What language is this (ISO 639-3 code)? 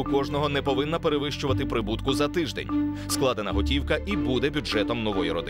ukr